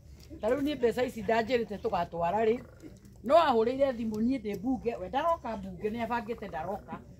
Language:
Kikuyu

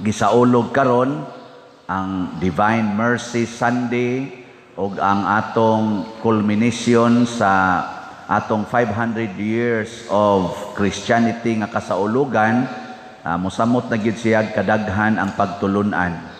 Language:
Cebuano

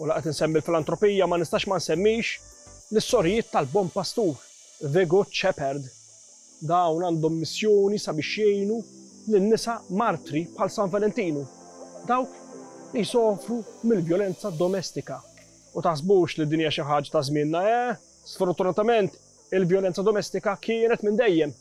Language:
Maltese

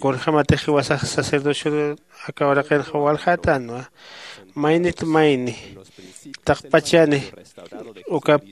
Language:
Aymara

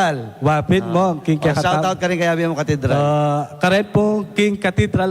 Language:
Pampanga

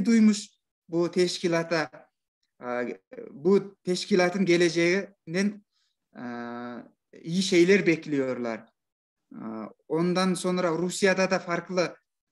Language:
Turkish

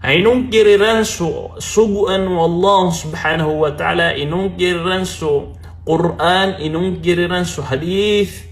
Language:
Maranao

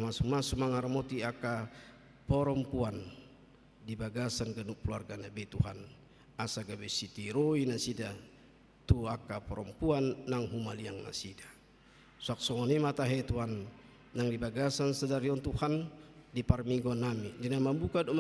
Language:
Batak Toba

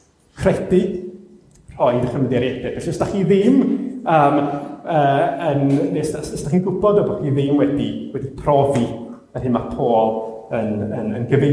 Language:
Welsh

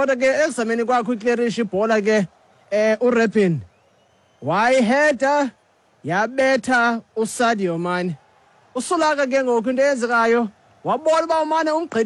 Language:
Xhosa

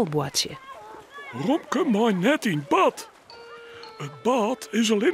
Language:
Western Frisian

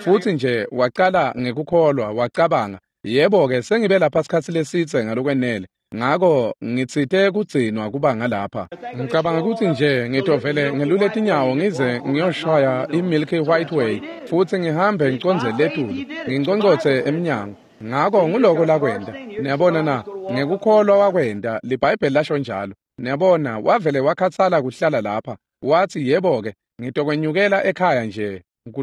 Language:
Swati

